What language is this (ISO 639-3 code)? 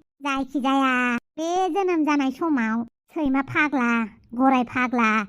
brx